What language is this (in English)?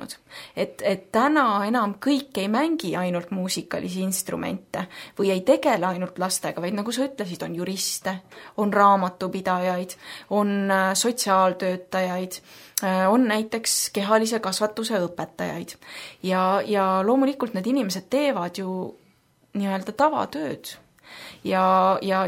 Estonian